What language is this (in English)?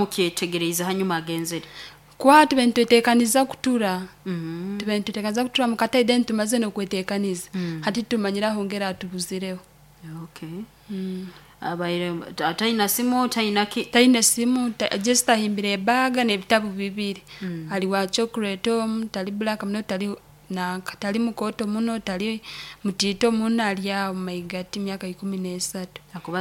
Nyoro